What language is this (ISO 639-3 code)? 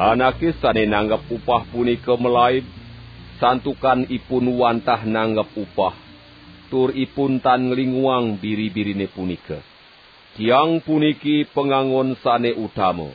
ban